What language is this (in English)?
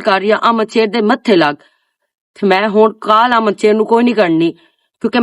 Western Panjabi